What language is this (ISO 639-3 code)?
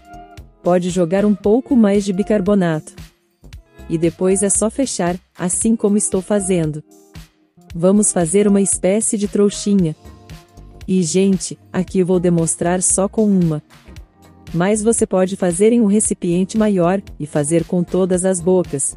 por